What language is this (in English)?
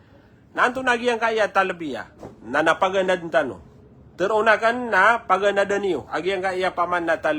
Maranao